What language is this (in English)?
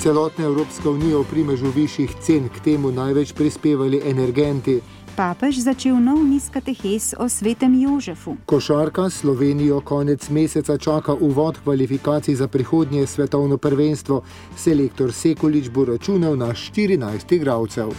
Slovenian